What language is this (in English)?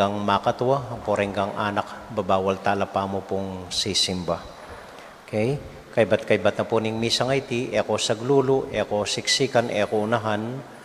Pampanga